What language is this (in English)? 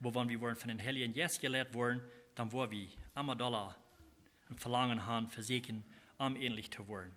Plautdietsch